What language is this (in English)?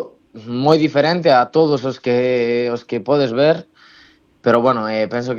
Galician